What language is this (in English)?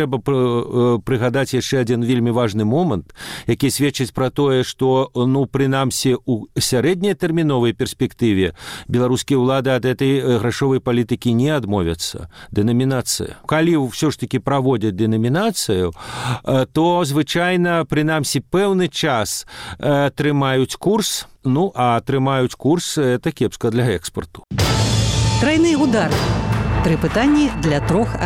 Belarusian